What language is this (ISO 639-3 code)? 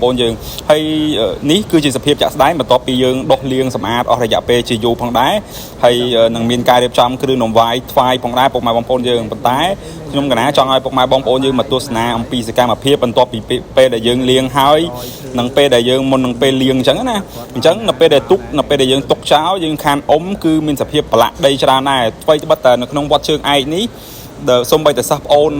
khm